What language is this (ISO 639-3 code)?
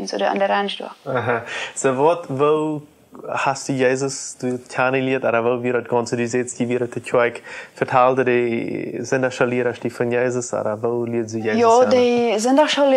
pdt